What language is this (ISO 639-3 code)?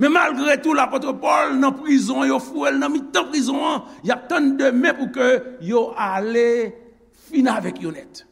hat